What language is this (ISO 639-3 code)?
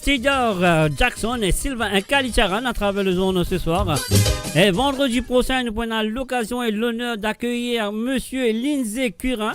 mfe